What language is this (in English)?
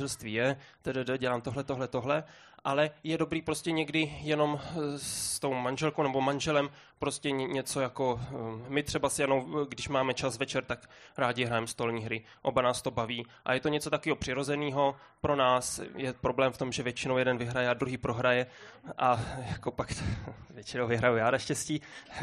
Czech